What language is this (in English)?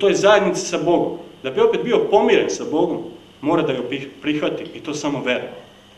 Serbian